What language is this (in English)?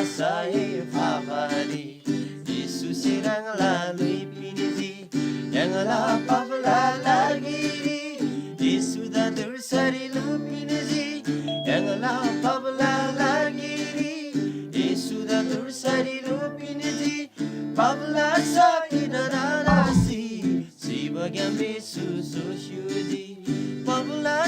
Eastern Tamang